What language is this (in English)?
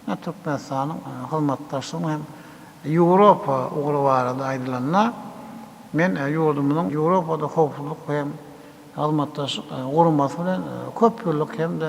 Turkmen